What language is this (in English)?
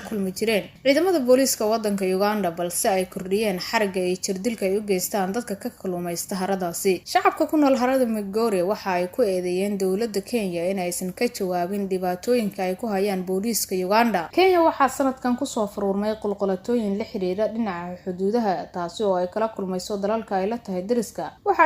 Somali